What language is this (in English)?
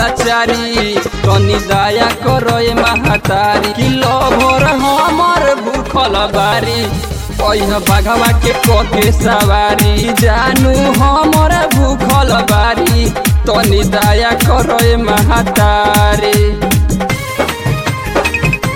Bhojpuri